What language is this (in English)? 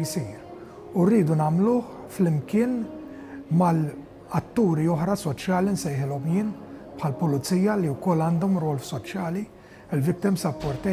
Maltese